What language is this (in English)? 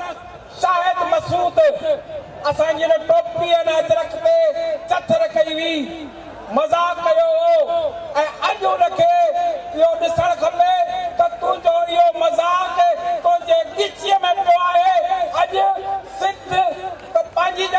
Sindhi